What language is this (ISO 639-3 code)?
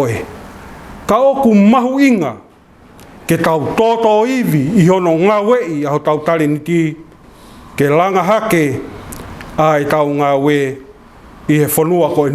ton